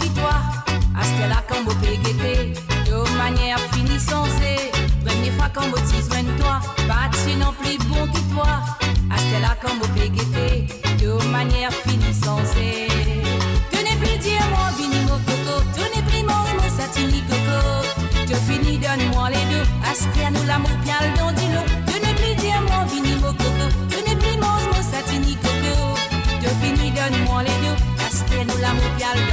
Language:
Morisyen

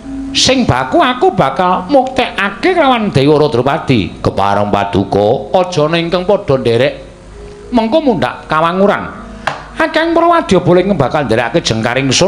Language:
Javanese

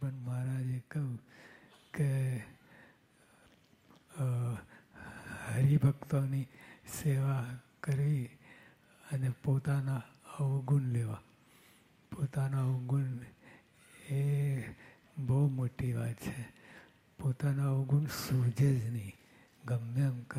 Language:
Gujarati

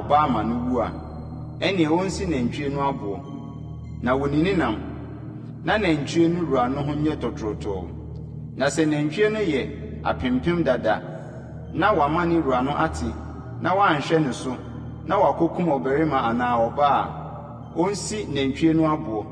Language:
Akan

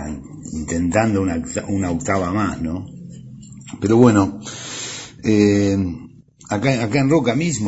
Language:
Spanish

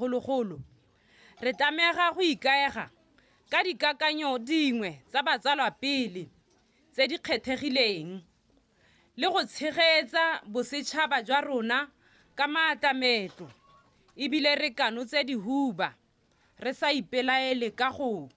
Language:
Tswana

